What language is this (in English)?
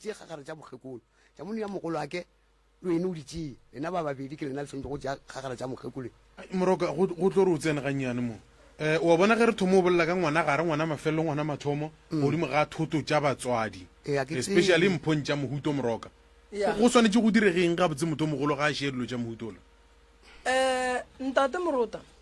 Northern Sotho